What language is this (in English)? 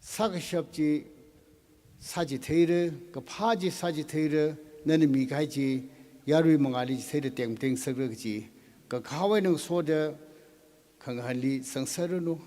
Tangkhul Naga (India)